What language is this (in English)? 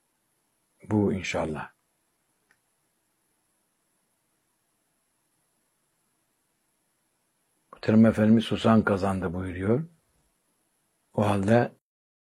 Turkish